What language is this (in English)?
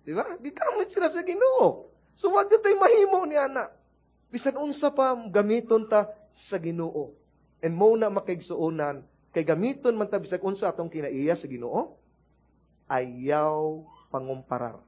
Cebuano